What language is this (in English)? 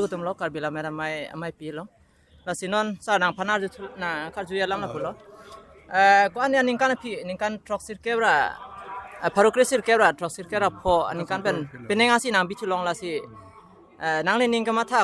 Karbi